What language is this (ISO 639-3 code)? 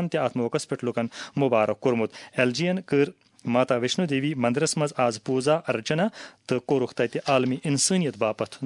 kas